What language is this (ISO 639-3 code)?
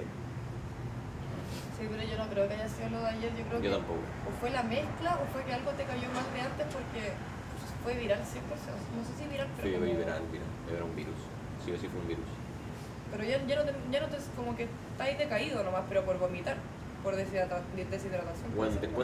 spa